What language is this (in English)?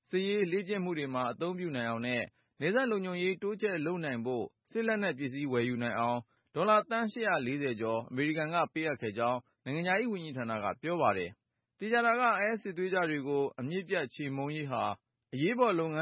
Burmese